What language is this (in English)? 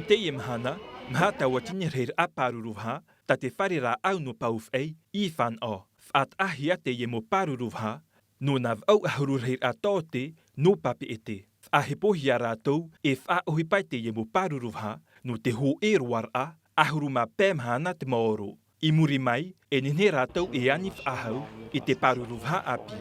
Tahitian